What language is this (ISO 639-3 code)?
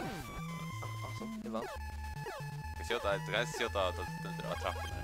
fao